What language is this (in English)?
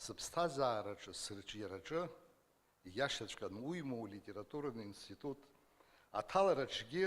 Abkhazian